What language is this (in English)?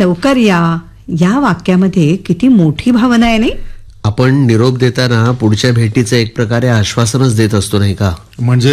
Marathi